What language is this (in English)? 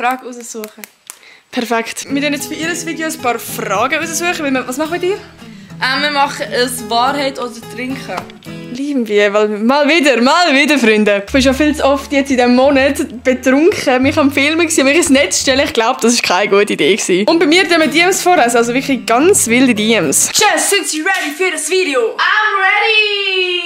Swiss German